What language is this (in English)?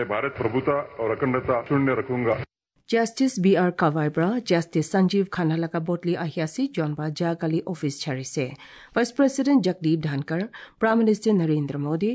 Assamese